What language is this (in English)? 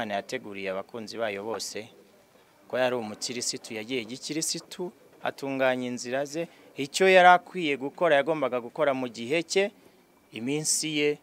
Kinyarwanda